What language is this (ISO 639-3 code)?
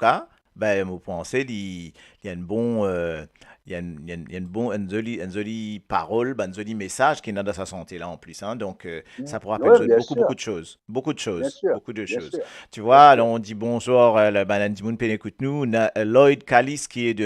mfe